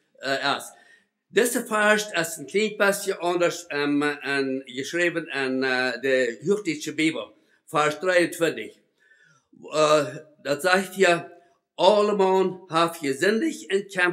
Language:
Plautdietsch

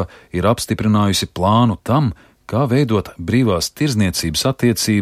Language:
Latvian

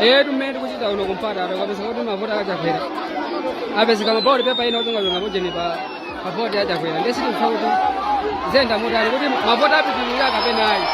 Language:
Nyanja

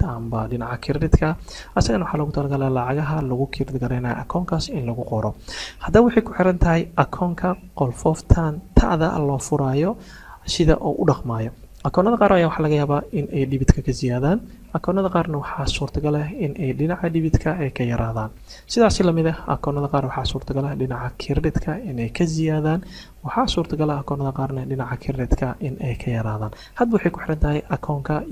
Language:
Somali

